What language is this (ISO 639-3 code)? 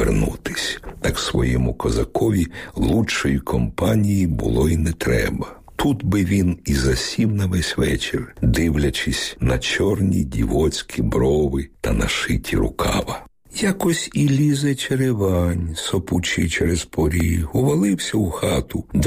ukr